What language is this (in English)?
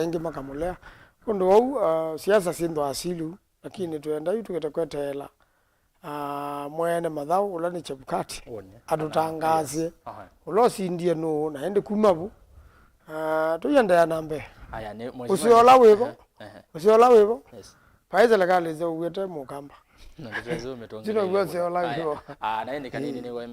Kamba